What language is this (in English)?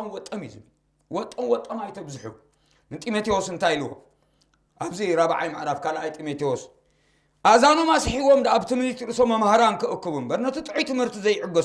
Tigrinya